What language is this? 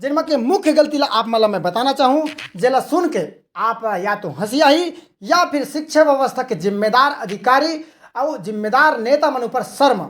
Chhattisgarhi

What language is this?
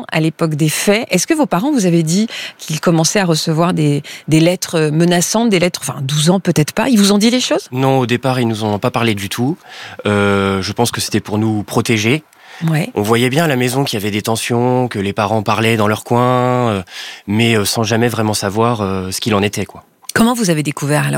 French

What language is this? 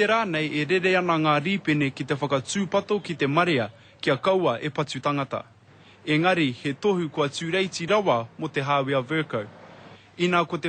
Māori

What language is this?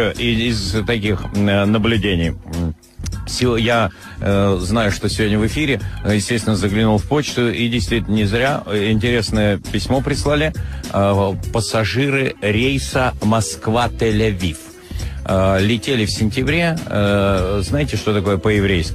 Russian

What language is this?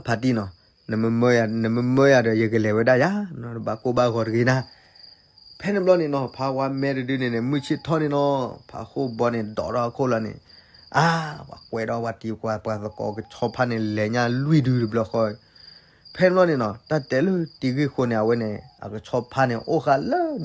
S'gaw Karen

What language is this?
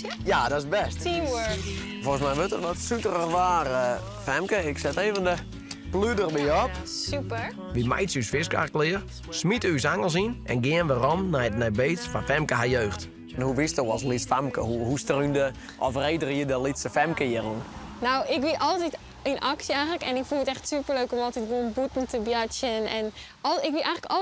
Western Frisian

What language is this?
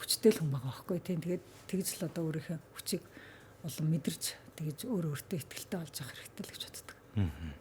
Mongolian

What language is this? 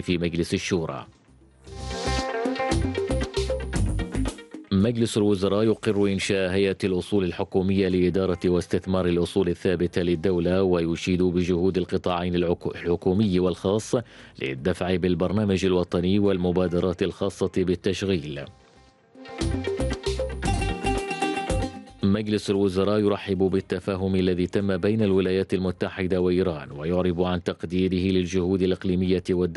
Arabic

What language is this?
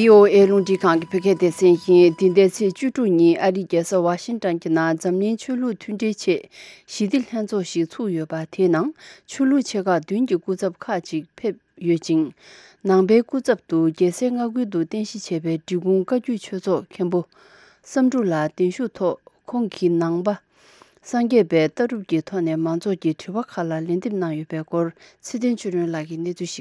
Tibetan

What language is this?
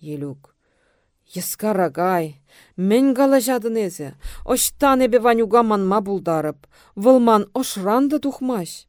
Chuvash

